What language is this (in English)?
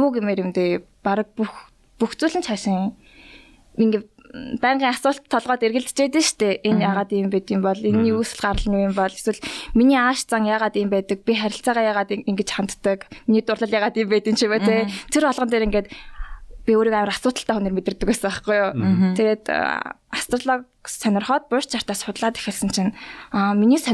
Mongolian